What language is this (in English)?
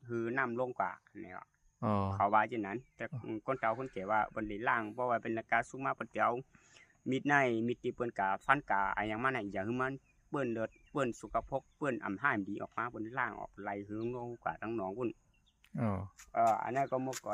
Shan